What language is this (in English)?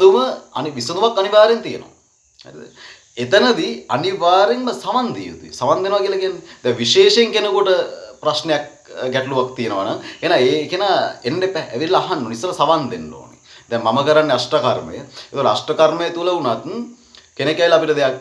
Sinhala